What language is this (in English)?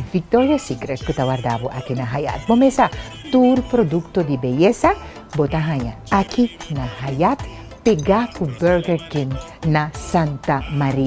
Papiamento